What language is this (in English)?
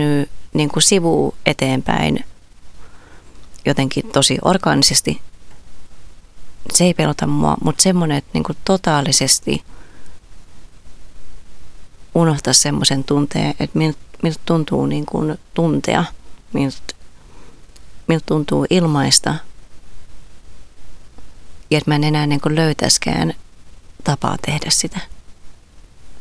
Finnish